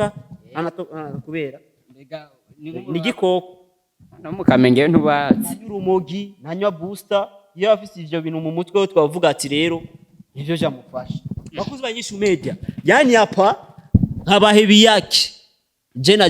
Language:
Rundi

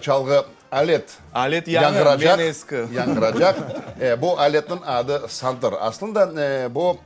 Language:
Crimean Tatar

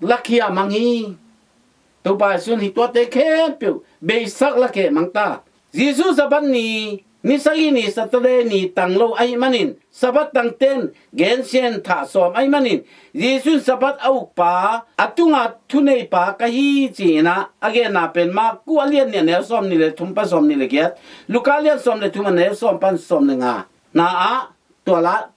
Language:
Tedim Chin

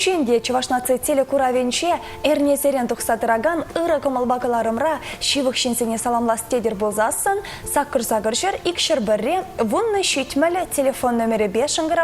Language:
Chuvash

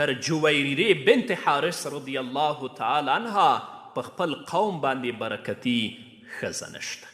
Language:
Pashto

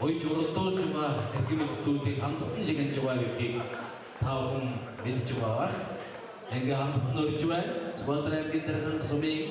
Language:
Mongolian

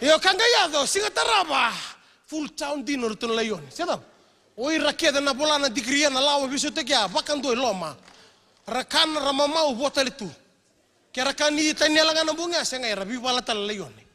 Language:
Fijian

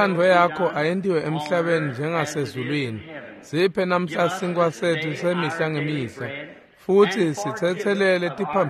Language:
Swati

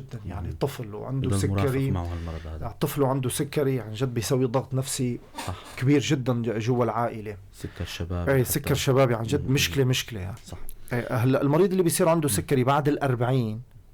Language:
North Levantine Arabic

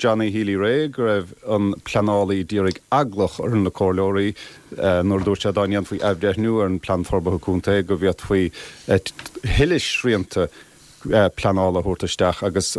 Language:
Irish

